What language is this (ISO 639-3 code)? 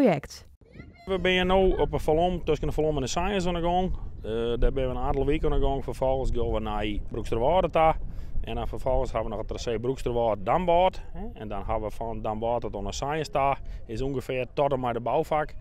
fry